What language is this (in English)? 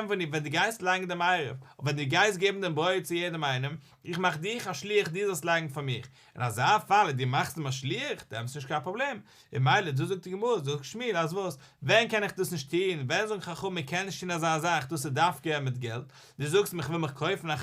Yiddish